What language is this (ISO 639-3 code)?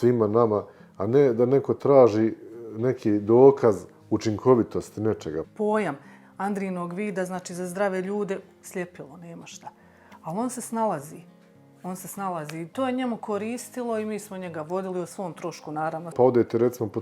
bos